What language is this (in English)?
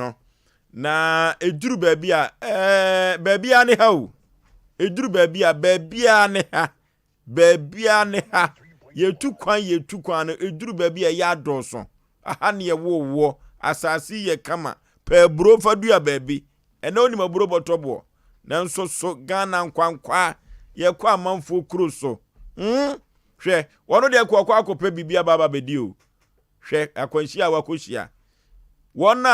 Akan